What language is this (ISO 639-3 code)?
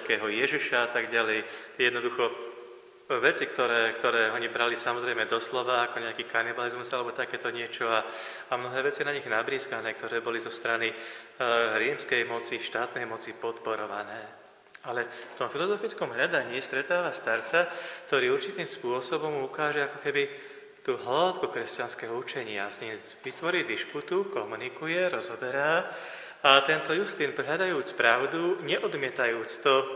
slk